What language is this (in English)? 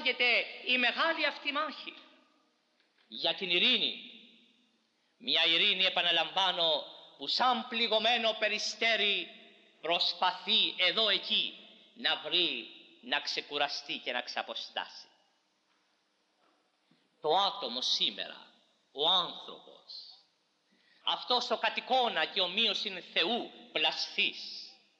Greek